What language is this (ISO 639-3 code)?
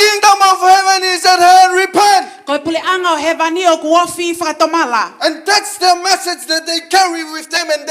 ton